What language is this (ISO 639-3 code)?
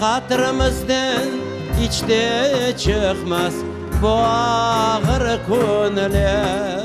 crh